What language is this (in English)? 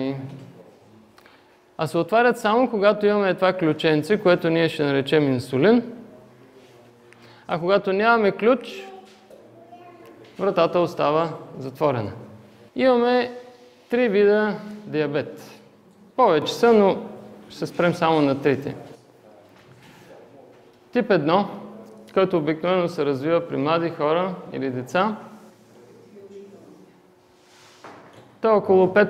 Bulgarian